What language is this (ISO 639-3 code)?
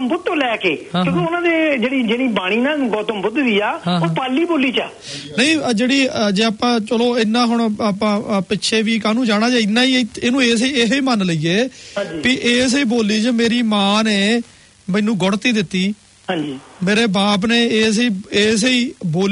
pan